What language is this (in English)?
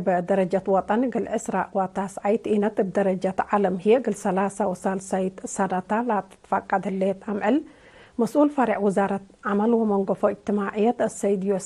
Tigre